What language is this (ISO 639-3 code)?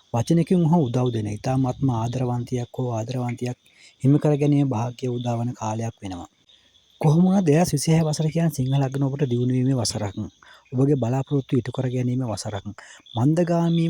sin